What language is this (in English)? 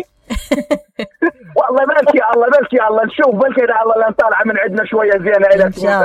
Mesopotamian Arabic